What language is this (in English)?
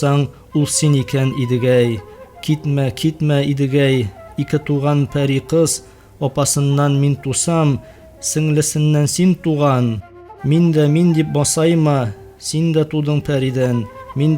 Tatar